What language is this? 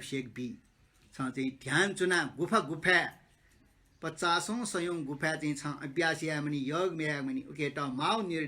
Newari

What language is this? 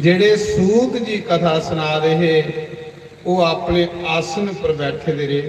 Dogri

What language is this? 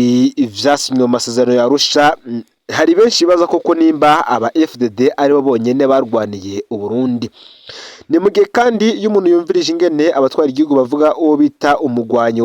Rundi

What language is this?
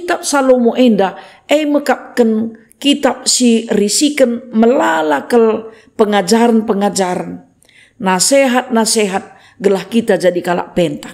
Batak Karo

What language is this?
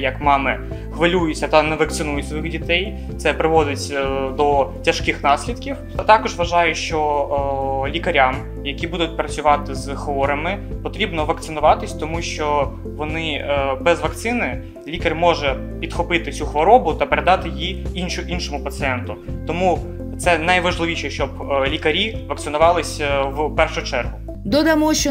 Ukrainian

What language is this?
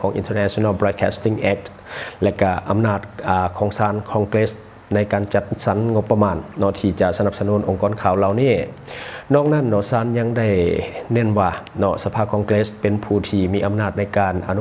Lao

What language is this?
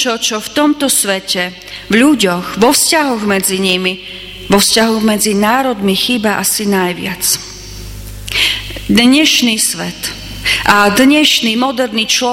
Slovak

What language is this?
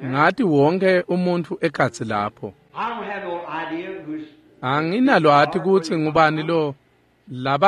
Swati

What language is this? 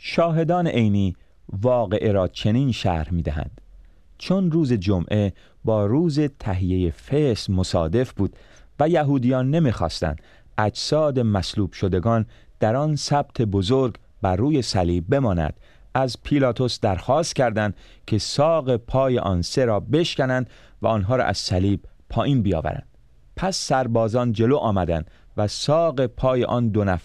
Persian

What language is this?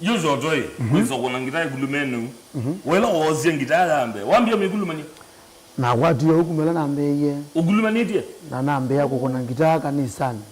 Kamba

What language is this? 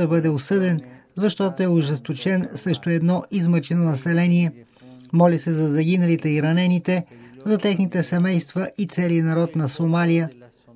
Bulgarian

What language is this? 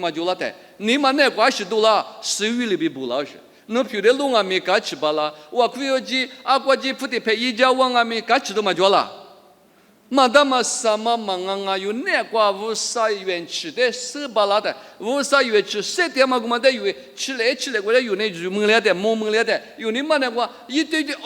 Lisu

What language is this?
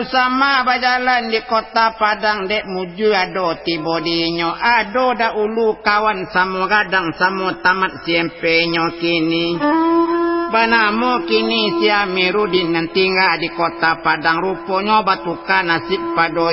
Minangkabau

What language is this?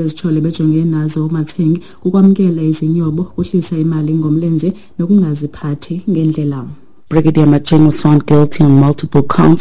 Xhosa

